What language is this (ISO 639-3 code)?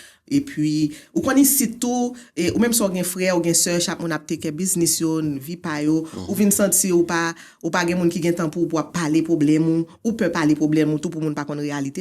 hat